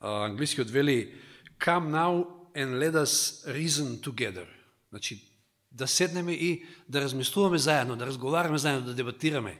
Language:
Macedonian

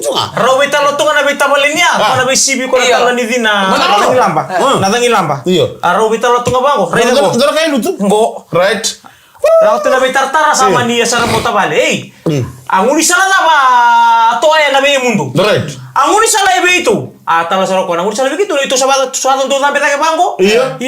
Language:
Fijian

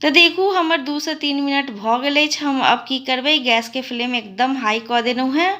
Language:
Maithili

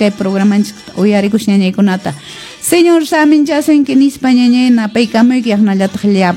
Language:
Quechua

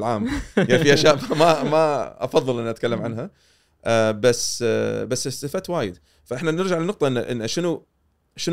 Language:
Gulf Arabic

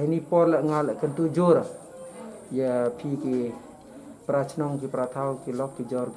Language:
Pnar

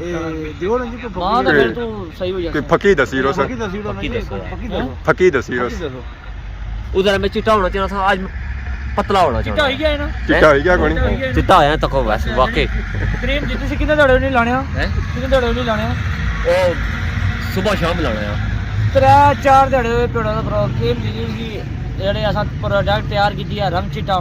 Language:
Pahari-Potwari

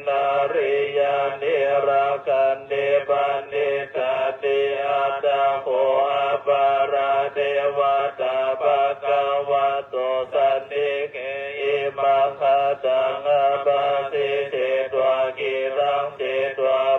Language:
Pali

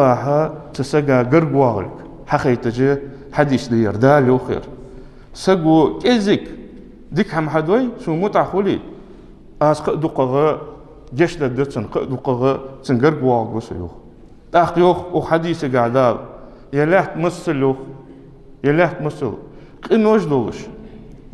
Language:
Ingush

